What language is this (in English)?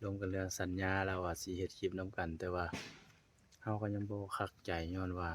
Lao